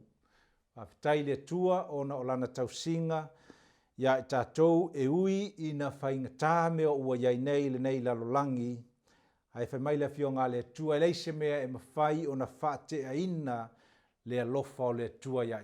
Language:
Samoan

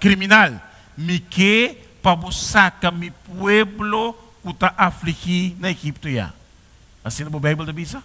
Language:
Papiamento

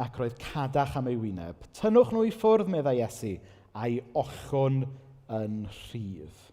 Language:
Welsh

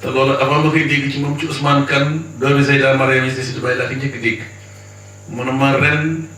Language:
Wolof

